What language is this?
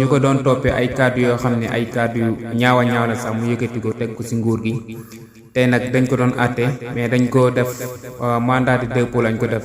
Wolof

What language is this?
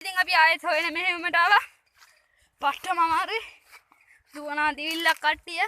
Sinhala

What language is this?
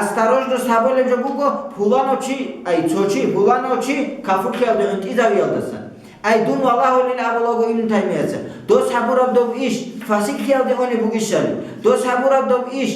Avaric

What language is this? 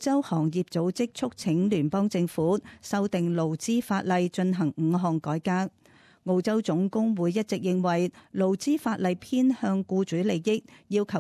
Cantonese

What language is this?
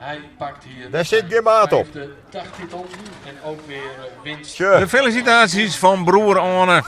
Western Frisian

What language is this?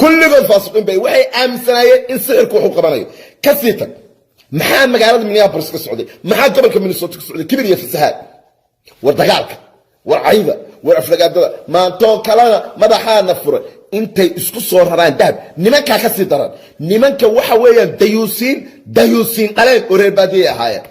Somali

